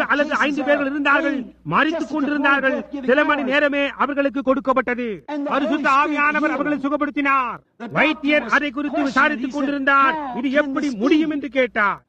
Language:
Tamil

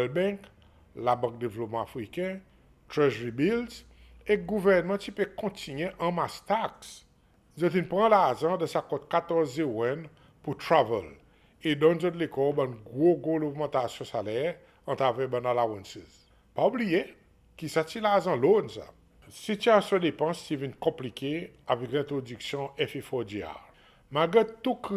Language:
Seselwa Creole French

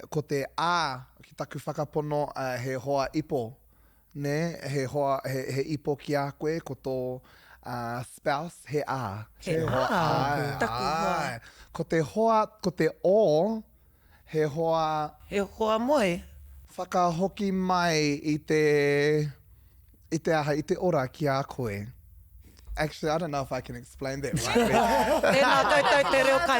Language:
Māori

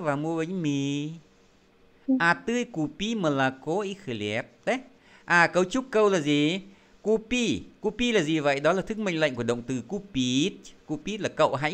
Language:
Vietnamese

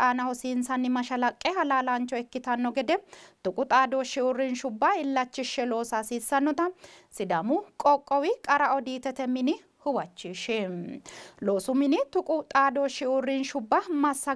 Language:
Sidamo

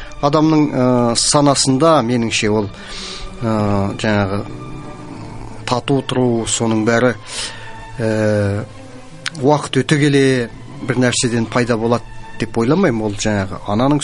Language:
Kazakh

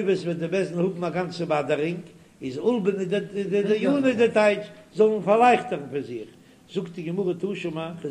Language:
Yiddish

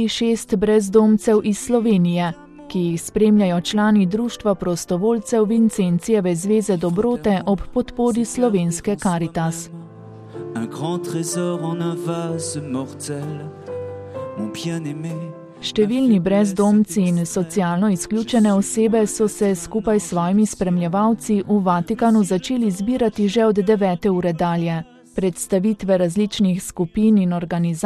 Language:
Slovenian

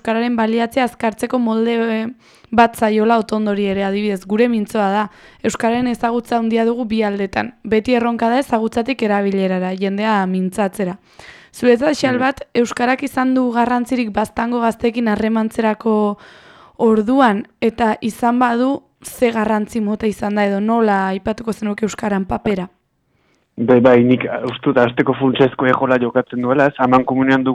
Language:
Basque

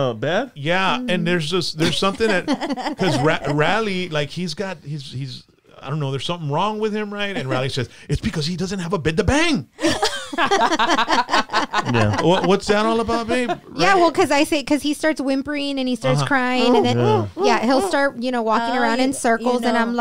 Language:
English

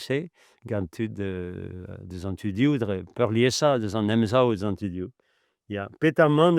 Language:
Breton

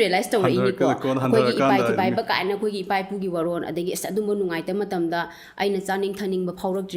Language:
Manipuri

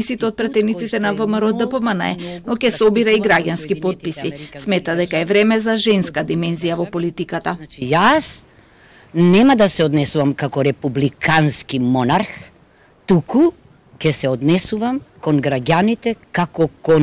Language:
Macedonian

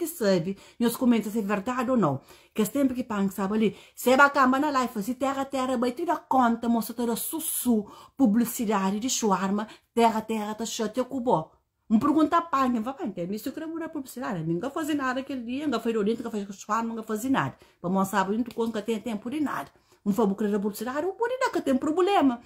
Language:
Kabuverdianu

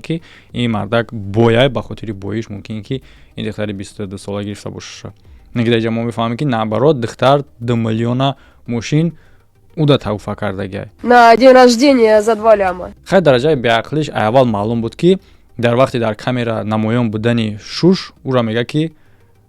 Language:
Tajik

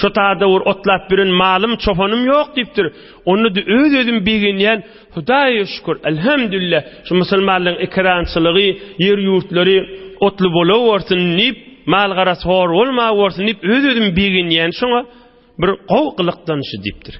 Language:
Turkmen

